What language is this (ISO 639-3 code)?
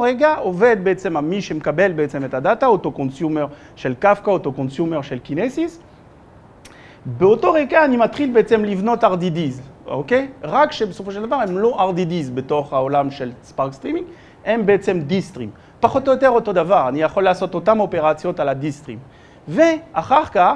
heb